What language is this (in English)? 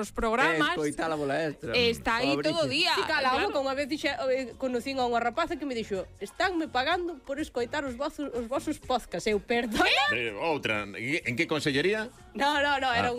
Galician